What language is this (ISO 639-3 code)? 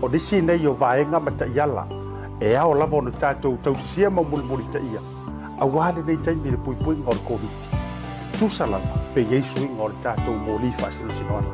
smo